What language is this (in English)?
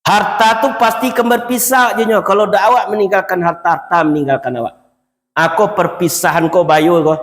Minangkabau